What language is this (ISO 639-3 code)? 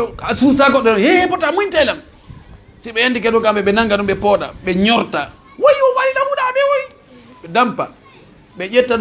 ful